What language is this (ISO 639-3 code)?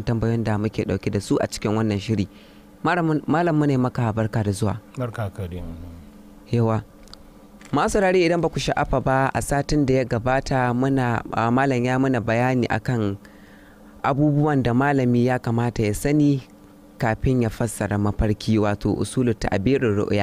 hau